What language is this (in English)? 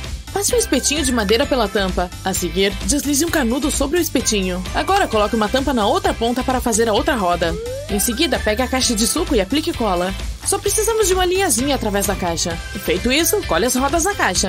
Portuguese